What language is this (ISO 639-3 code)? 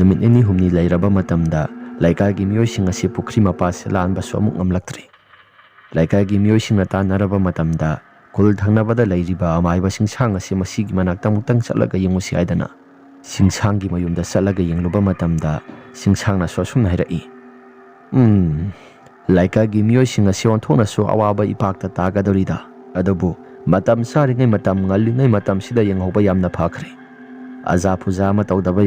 mni